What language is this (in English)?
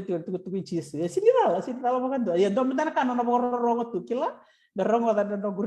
Fijian